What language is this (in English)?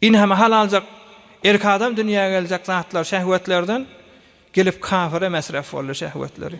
Turkmen